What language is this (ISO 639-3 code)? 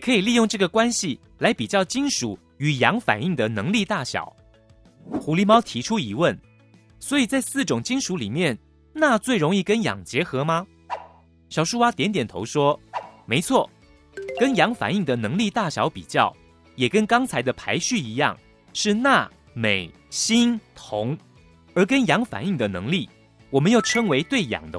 zho